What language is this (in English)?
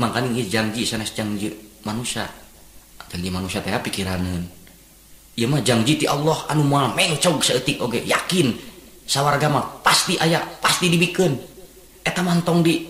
Sundanese